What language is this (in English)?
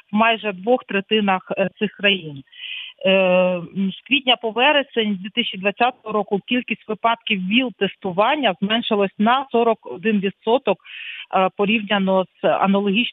Ukrainian